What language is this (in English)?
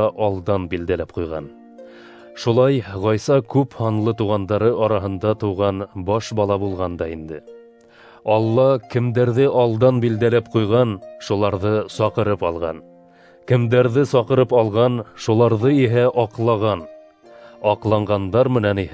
Bashkir